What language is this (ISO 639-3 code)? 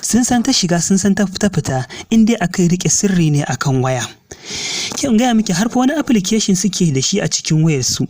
hau